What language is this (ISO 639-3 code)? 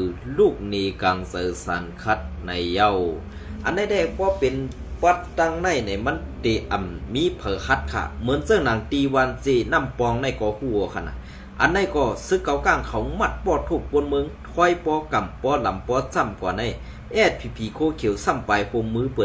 shn